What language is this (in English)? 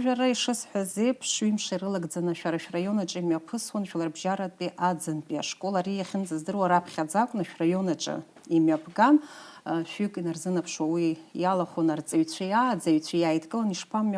Abkhazian